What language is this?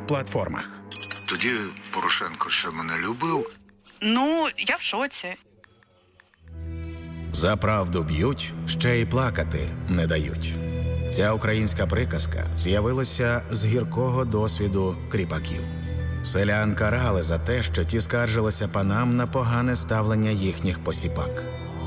Ukrainian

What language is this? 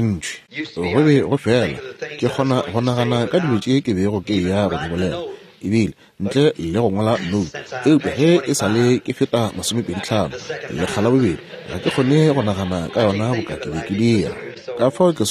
Northern Sotho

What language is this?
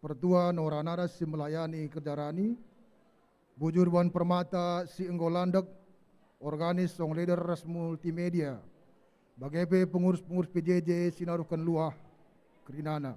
Batak Karo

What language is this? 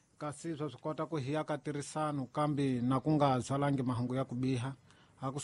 Tsonga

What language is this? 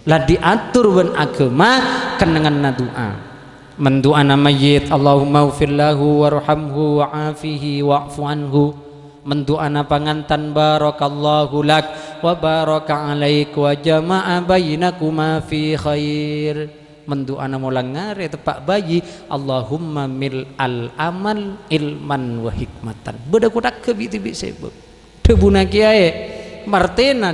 Madurese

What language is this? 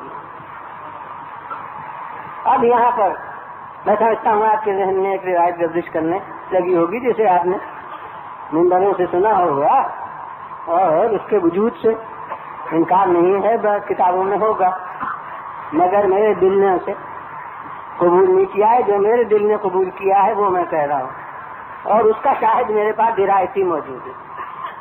Urdu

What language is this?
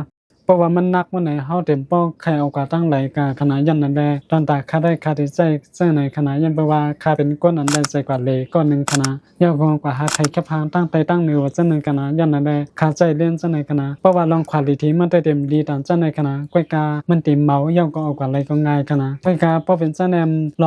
Shan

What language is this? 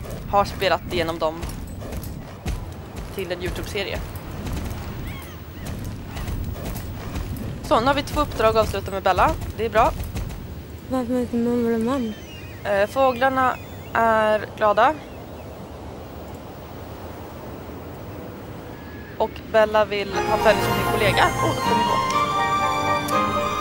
Swedish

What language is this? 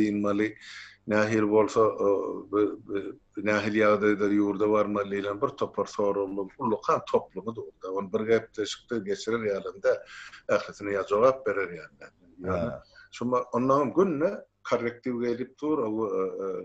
Turkmen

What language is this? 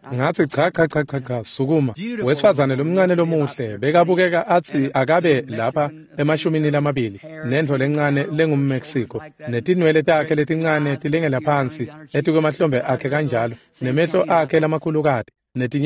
Swati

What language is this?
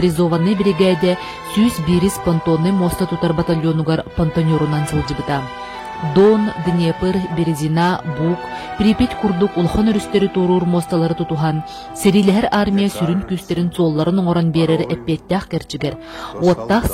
Yakut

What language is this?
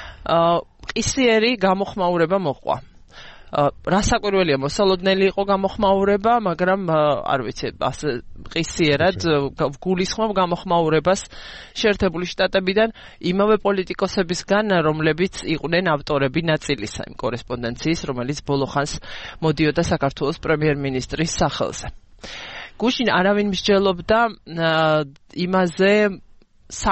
Georgian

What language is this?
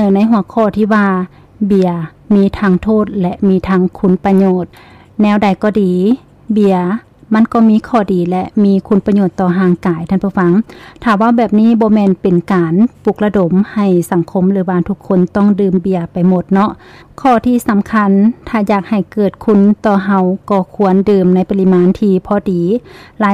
Lao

